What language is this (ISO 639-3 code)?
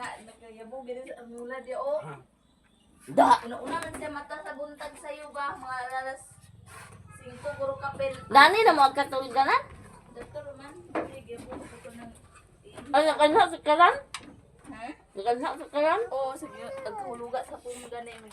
ceb